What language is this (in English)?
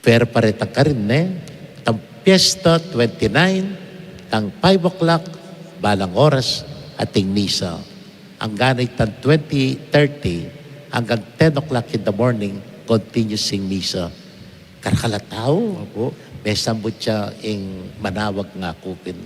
Pampanga